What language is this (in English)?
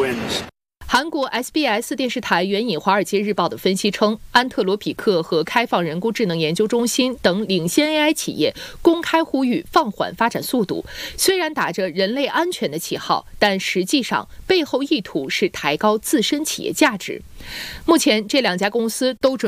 Chinese